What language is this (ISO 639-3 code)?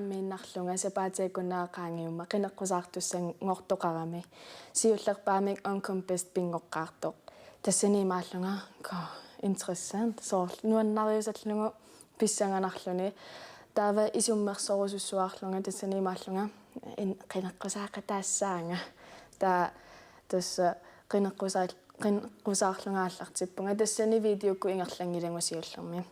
kal